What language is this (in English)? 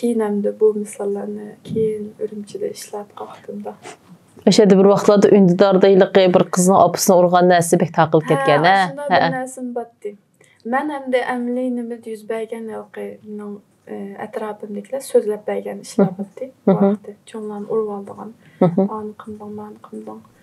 Uyghur